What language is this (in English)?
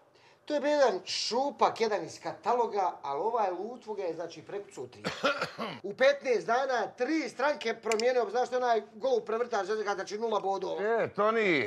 Bosnian